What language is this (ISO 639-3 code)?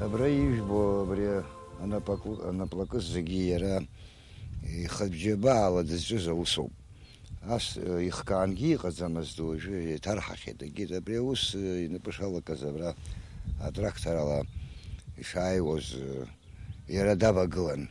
abk